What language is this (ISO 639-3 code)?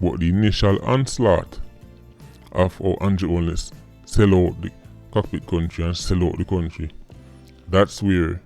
jam